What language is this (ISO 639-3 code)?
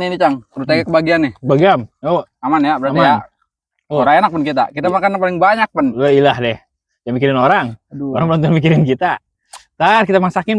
bew